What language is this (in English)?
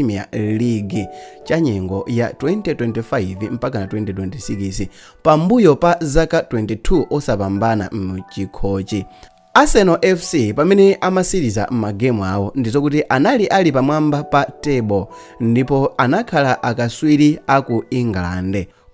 Nyanja